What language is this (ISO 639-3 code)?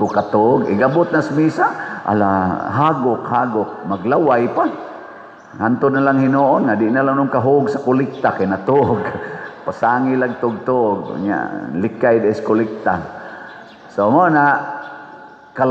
ceb